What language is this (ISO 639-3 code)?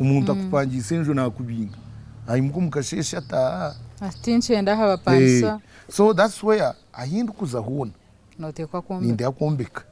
nyn